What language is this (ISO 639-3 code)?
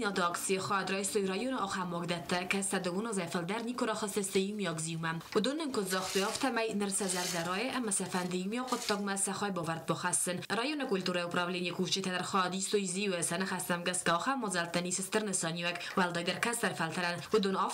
oss